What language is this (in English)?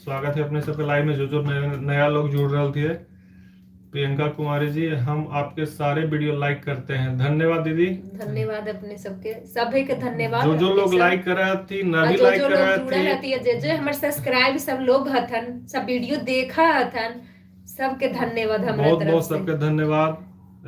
Magahi